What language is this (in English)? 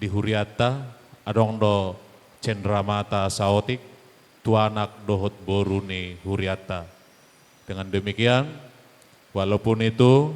Batak Toba